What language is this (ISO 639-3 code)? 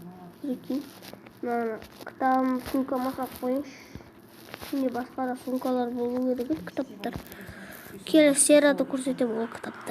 kaz